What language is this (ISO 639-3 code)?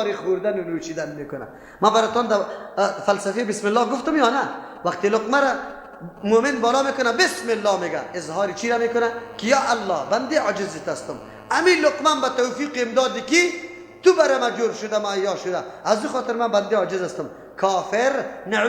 fas